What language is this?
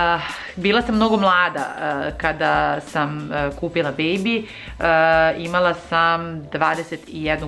Serbian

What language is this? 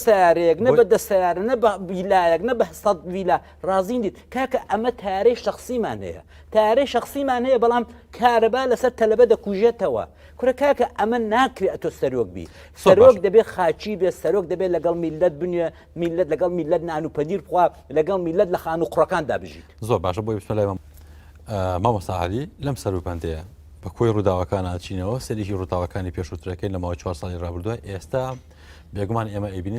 Central Kurdish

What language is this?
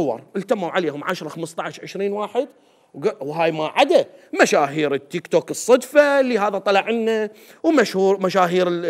Mesopotamian Arabic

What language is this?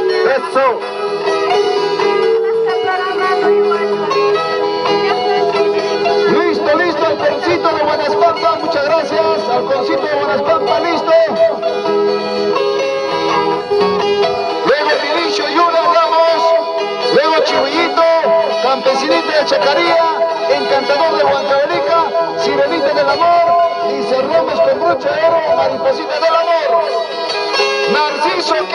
Spanish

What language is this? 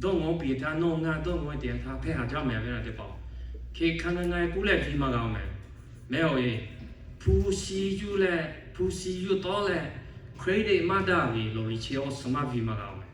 Lahu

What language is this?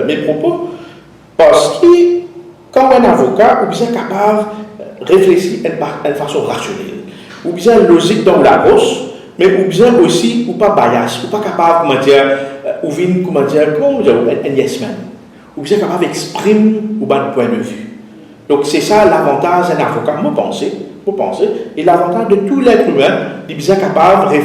Morisyen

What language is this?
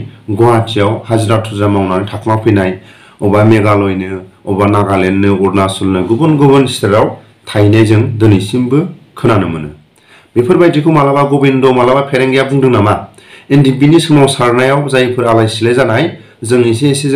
Bodo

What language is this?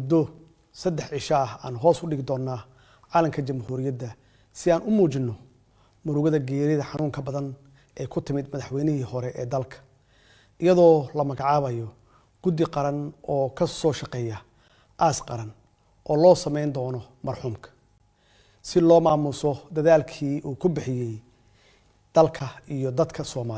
Somali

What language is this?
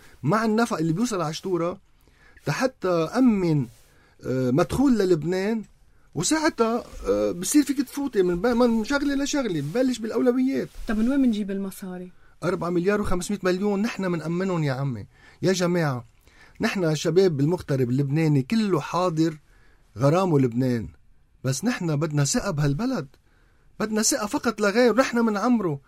North Levantine Arabic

